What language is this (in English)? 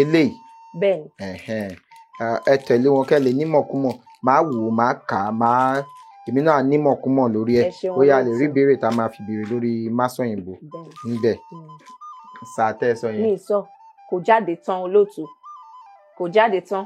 Yoruba